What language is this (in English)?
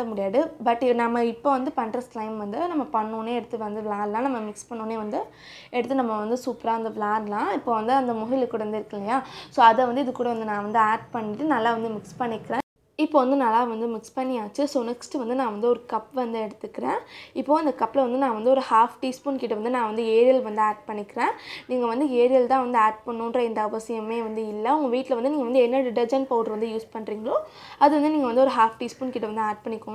Tamil